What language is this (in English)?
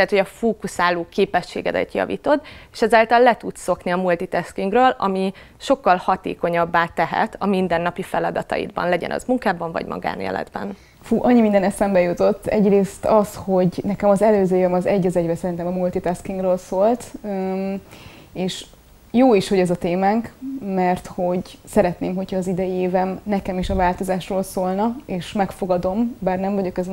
Hungarian